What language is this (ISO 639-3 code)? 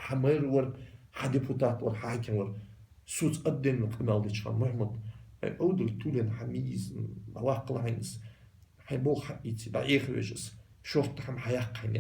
inh